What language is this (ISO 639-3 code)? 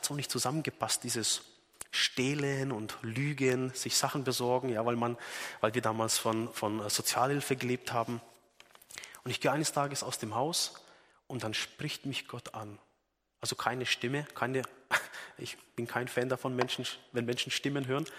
deu